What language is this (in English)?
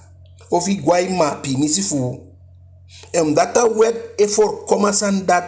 Eastern Maroon Creole